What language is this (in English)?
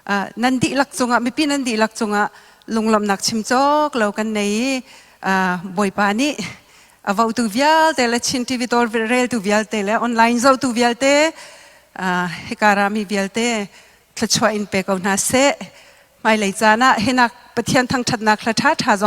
Falam Chin